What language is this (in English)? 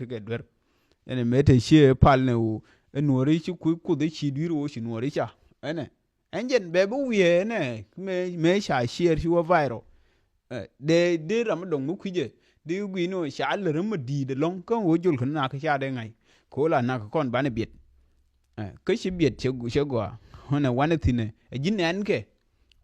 Nuer